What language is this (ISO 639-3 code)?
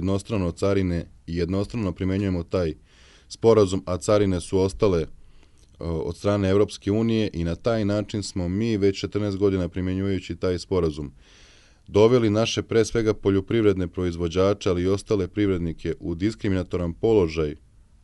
srp